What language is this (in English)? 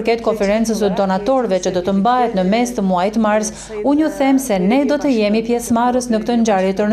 Albanian